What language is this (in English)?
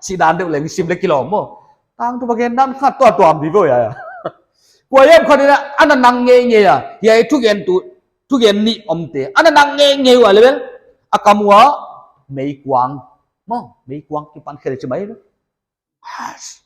Paite Chin